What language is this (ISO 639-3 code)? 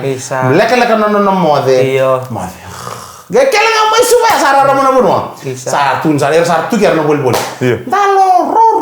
fij